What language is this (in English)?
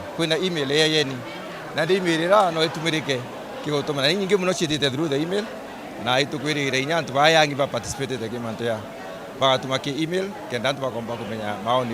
Meru